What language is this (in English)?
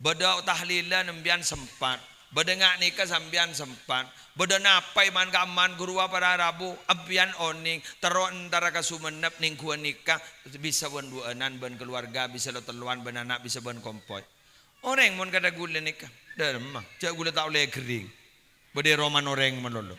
Madurese